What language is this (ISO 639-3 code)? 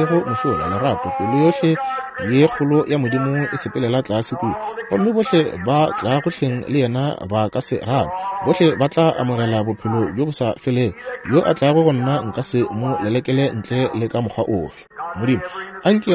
nso